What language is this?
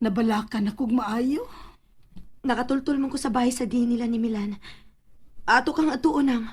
Cebuano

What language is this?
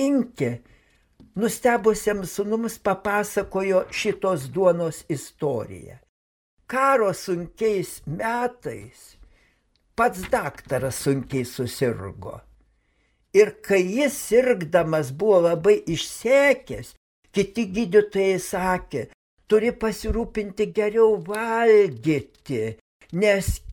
Lithuanian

